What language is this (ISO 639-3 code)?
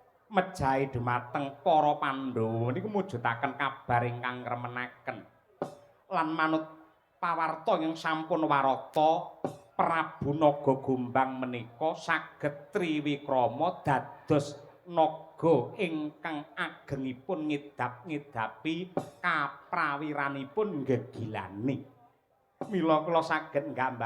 jav